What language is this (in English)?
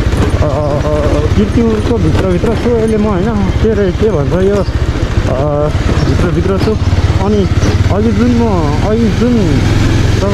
Nepali